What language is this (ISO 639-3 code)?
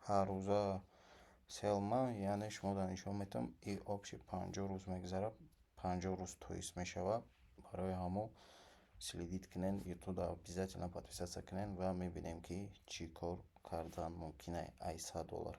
tgk